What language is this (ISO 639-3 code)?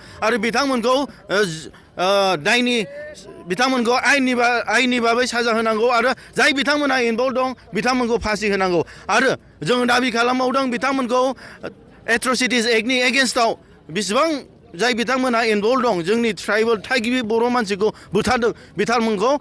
brx